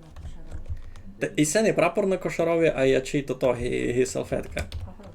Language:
Rusyn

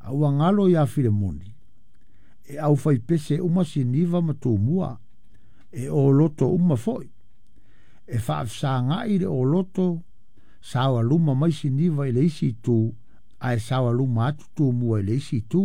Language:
Samoan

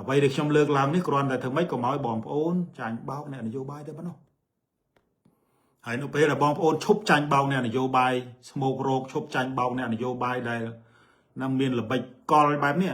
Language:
Khmer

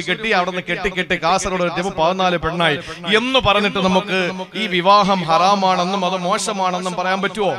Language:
Malayalam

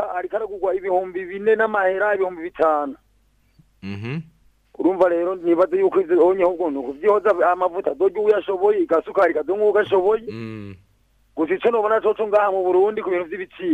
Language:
Rundi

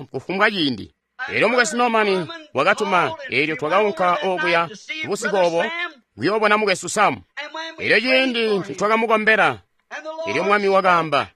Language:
Tonga (Zambia)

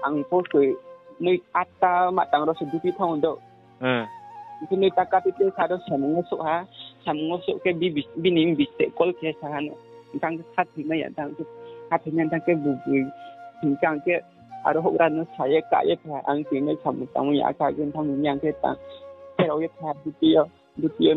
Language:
Riang (India)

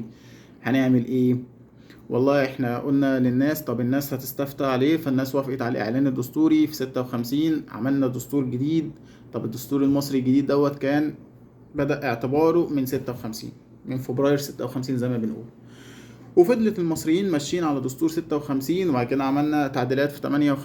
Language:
Egyptian Arabic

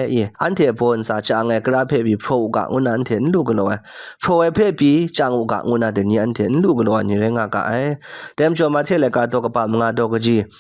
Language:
Kachin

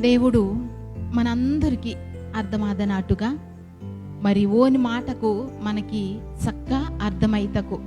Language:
Koya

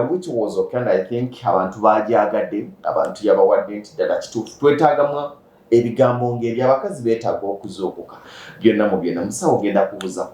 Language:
Ganda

